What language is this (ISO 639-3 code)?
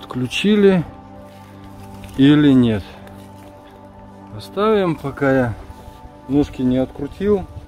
rus